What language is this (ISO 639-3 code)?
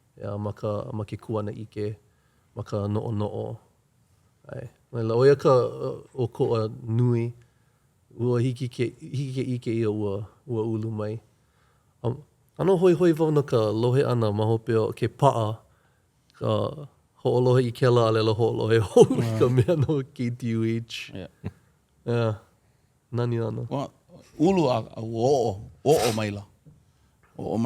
haw